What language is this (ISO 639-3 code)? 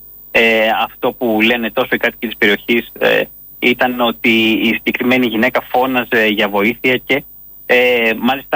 ell